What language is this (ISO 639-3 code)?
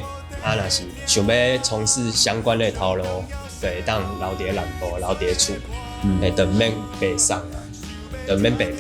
nan